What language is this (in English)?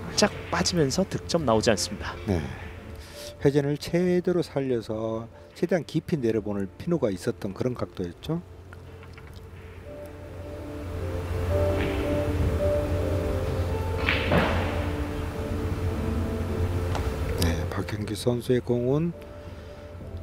Korean